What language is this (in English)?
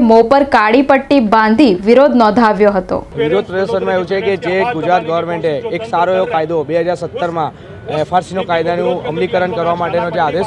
Gujarati